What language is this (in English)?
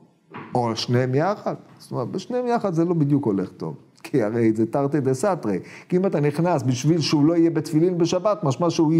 Hebrew